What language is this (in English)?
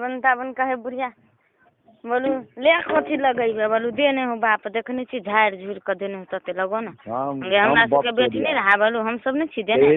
Maithili